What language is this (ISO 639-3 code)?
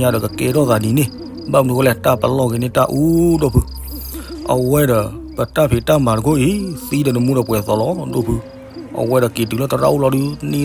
ksw